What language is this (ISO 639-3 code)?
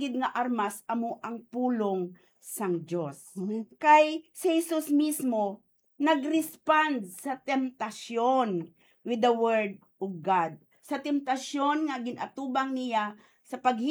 hil